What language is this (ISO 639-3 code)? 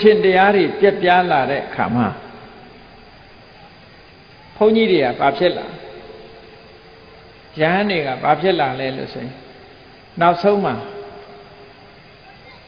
mya